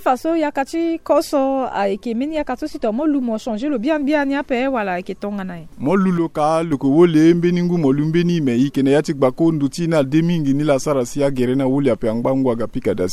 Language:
Sango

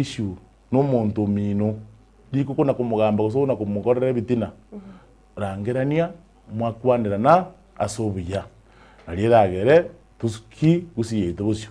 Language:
Gusii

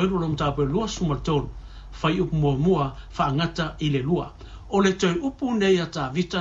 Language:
Samoan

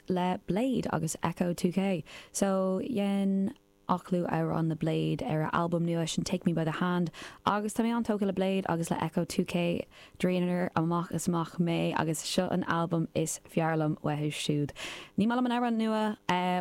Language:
Irish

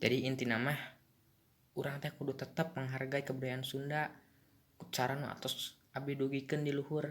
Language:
Sundanese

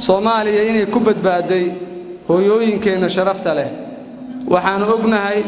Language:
Somali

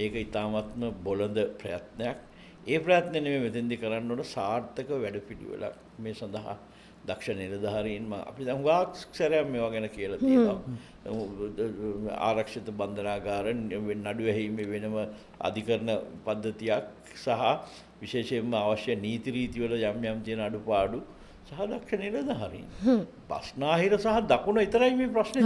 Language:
Sinhala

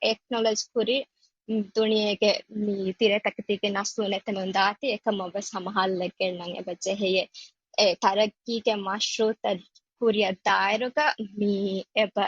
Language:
Divehi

